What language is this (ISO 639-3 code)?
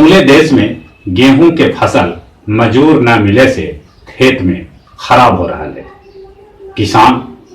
mag